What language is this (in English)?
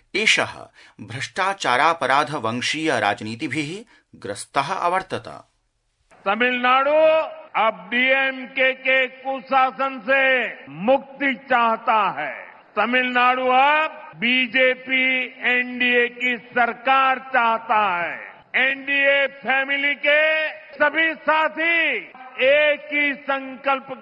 Sanskrit